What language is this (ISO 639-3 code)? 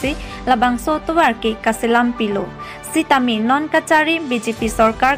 mjw